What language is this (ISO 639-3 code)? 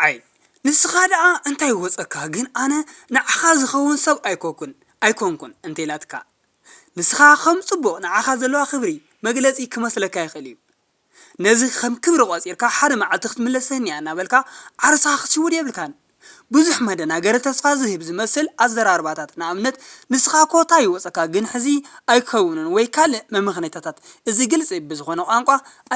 tir